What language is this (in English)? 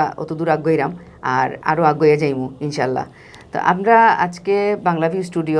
Sylheti